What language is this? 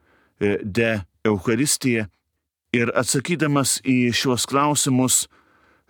Lithuanian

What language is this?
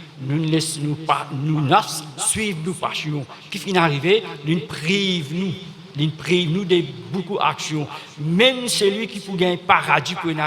Morisyen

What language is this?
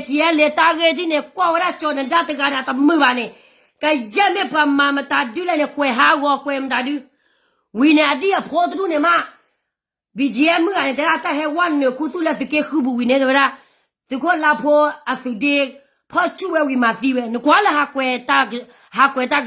S'gaw Karen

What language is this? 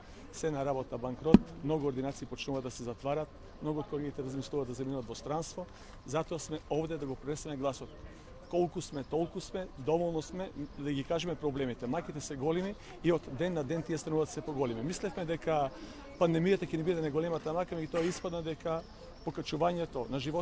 Macedonian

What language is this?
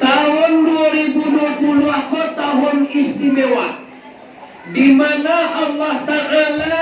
Minangkabau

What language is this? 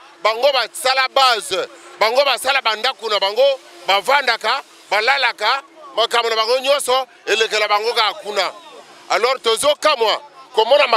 Lingala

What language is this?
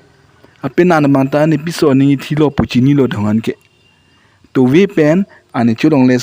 Karbi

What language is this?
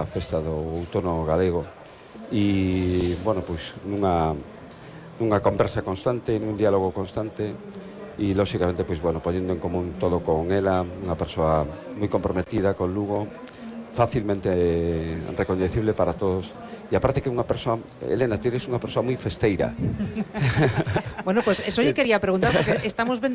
Galician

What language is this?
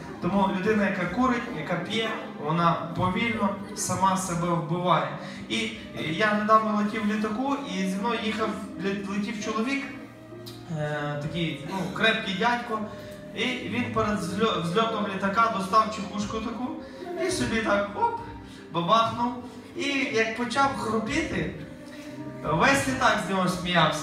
Ukrainian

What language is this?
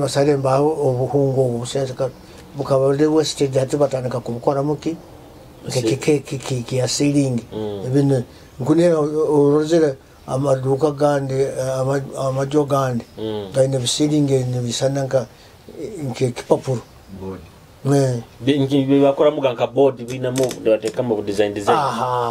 Nyoro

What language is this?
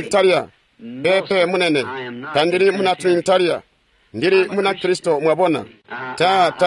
Tonga (Zambia)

